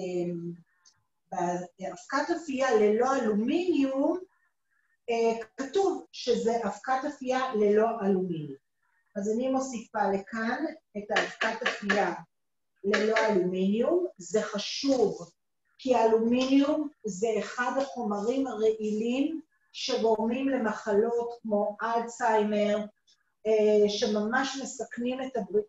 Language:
Hebrew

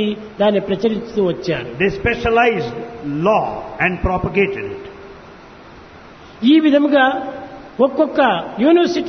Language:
Telugu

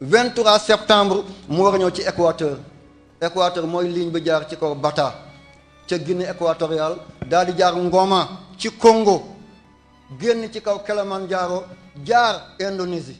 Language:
Wolof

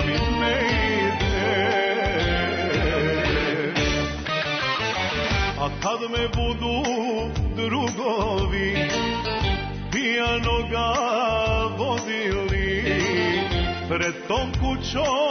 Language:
Serbian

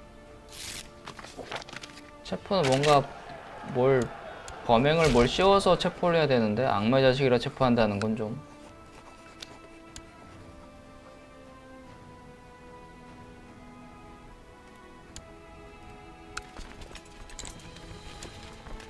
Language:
Korean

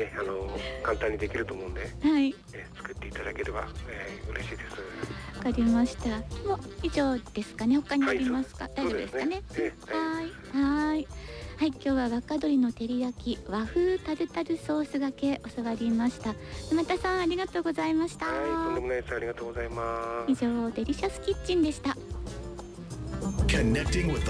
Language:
Japanese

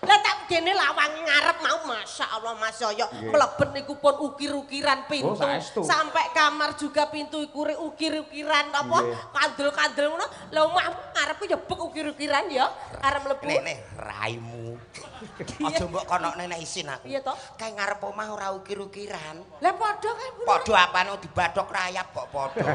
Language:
Javanese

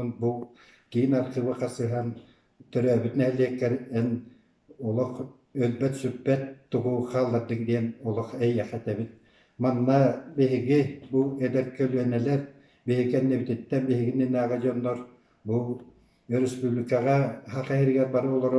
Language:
Yakut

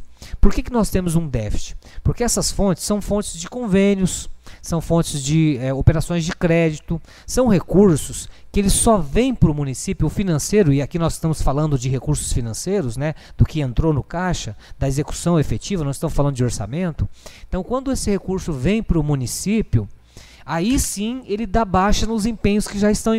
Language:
Portuguese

